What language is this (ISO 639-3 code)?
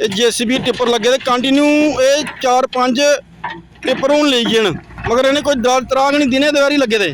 doi